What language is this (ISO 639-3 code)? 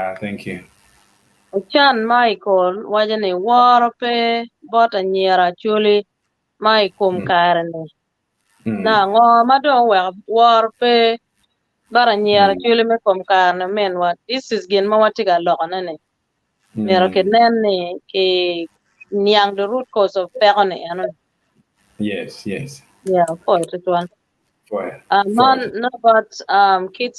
ach